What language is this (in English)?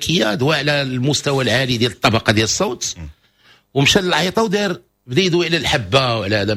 Moroccan Arabic